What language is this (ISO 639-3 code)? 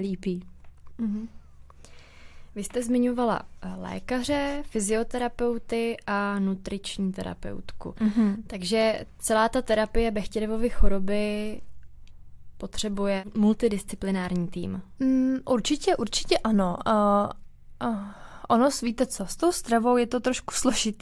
ces